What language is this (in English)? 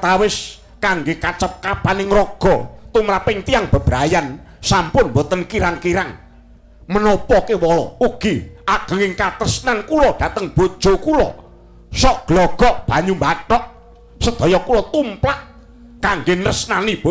Javanese